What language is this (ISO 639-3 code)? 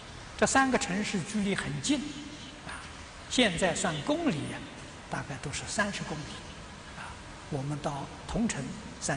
zho